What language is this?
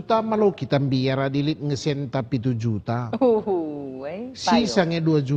Batak Karo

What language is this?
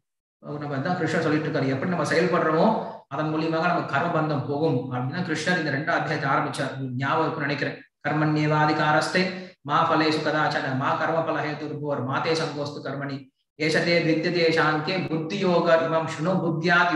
Tamil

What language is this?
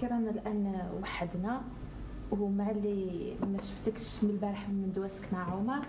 Algerian Arabic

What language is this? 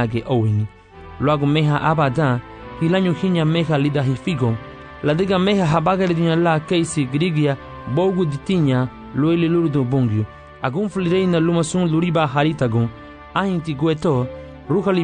Garifuna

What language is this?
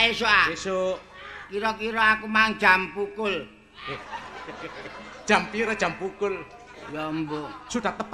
Javanese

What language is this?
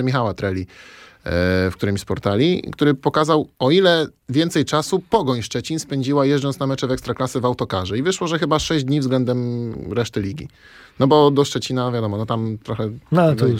Polish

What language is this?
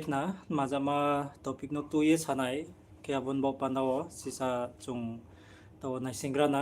Riang (India)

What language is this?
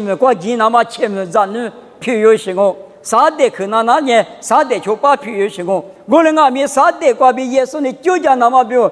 Lisu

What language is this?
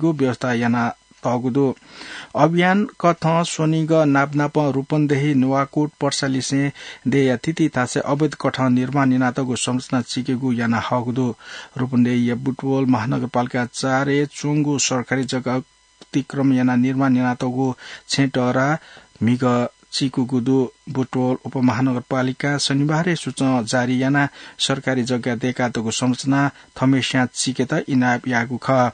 Newari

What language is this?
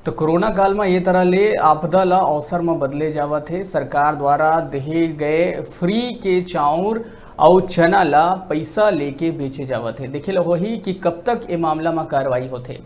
Chhattisgarhi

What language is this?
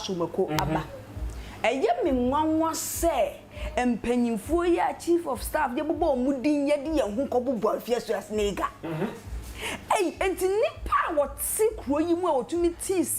Akan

